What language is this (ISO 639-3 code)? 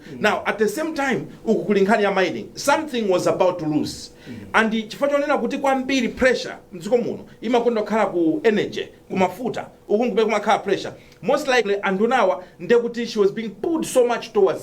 nya